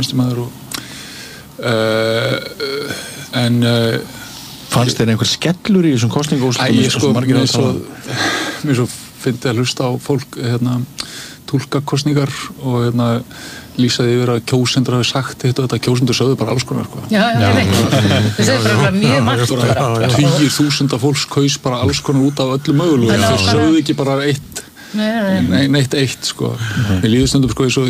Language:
Icelandic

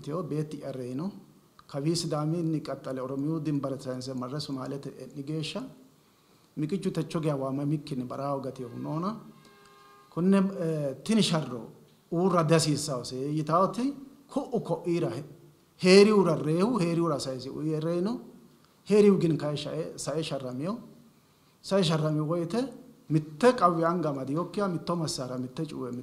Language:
Sidamo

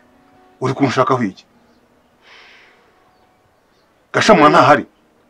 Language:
Kinyarwanda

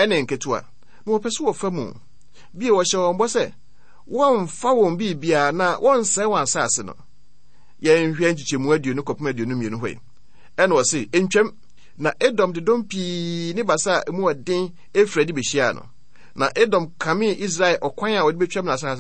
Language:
Akan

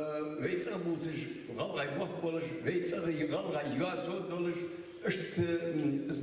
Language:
Ingush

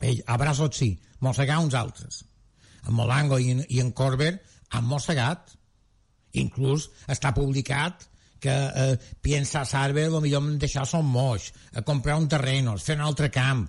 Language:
Catalan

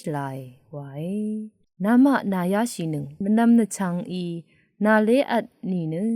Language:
Rawang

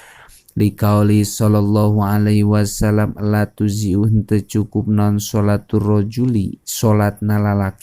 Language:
Sundanese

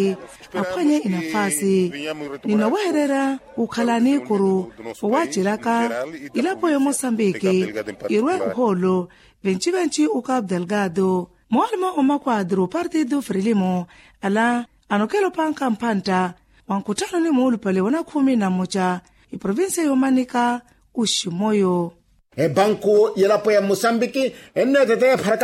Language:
Makhuwa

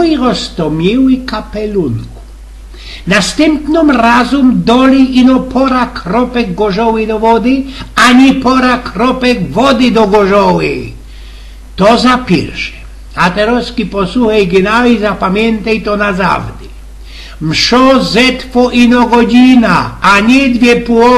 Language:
Silesian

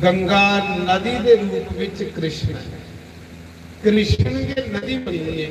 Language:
Dogri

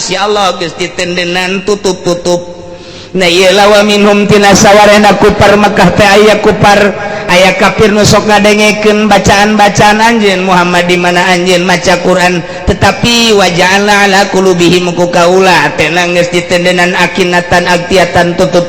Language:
Sundanese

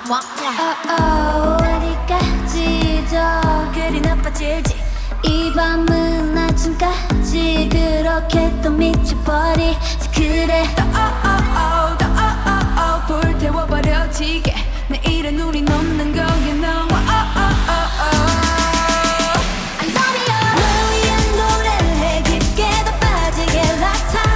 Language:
Korean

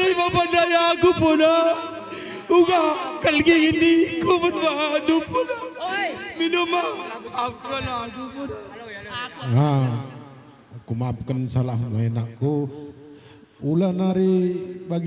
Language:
Batak Karo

